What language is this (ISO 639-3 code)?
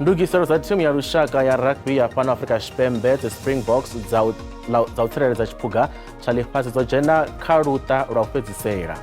ven